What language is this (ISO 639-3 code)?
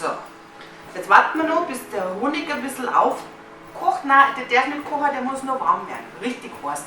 bar